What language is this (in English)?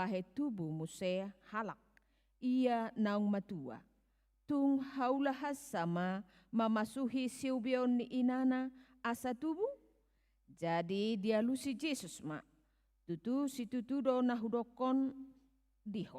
Batak Toba